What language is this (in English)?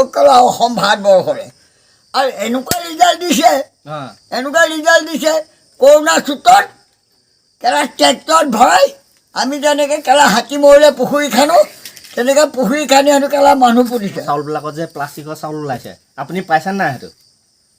Assamese